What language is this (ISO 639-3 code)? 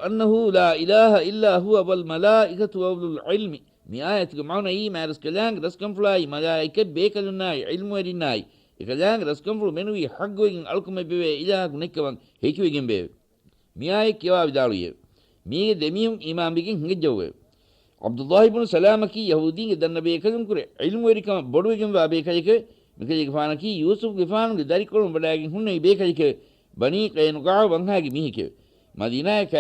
div